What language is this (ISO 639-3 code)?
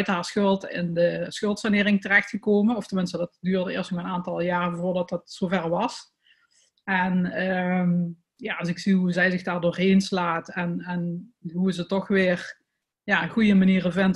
nld